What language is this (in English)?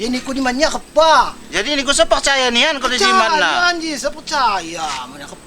Lampung Api